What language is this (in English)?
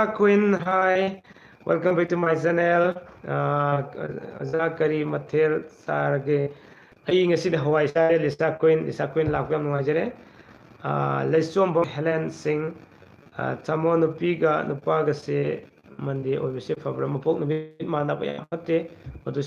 Manipuri